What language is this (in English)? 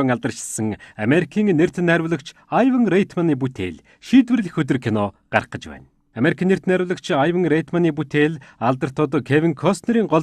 Mongolian